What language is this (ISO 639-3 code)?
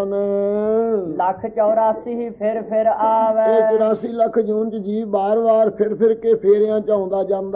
pan